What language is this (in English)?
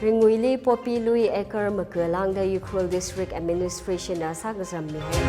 Tangkhul Naga (India)